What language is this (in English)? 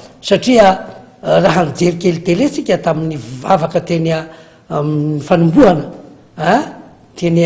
Malagasy